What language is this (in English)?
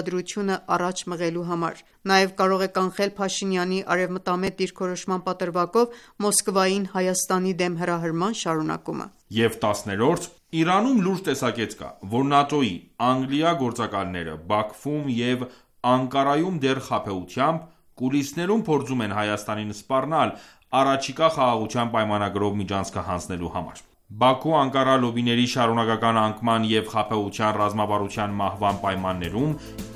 Armenian